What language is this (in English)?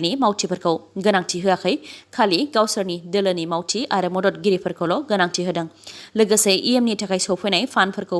Bodo